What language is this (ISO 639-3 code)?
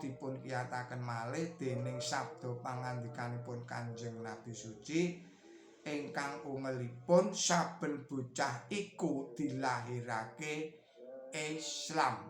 jav